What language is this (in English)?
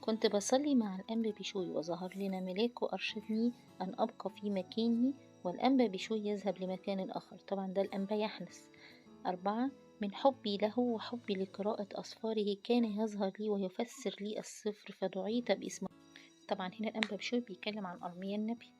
Egyptian Arabic